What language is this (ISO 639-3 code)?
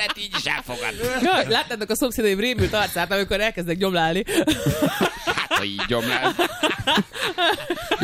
hun